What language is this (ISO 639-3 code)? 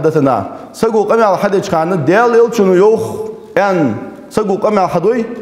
inh